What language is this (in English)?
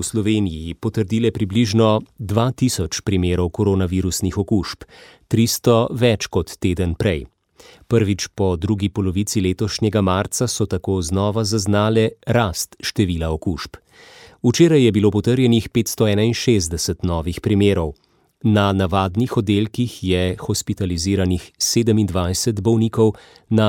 Slovenian